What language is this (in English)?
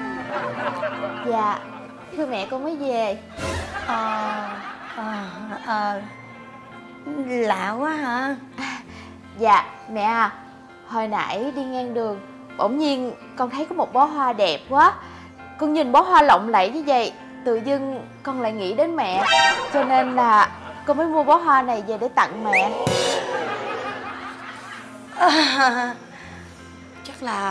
Vietnamese